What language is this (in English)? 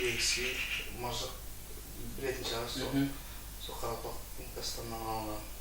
Kara-Kalpak